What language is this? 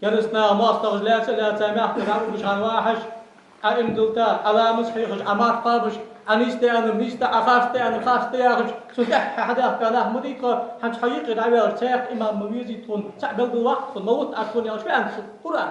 Ingush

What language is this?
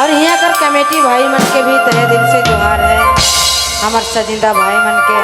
Sadri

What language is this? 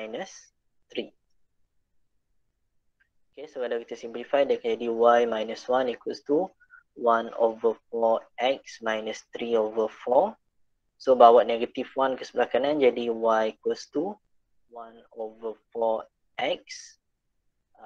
Malay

